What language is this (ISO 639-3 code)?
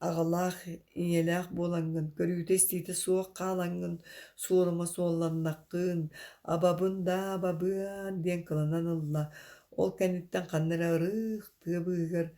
sah